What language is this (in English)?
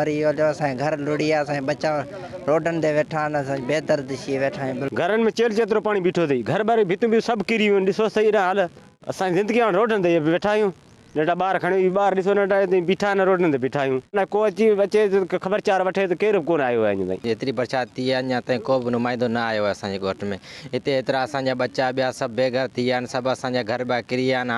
Sindhi